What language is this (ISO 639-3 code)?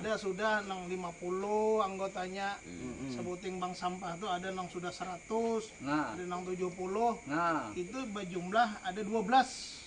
bjn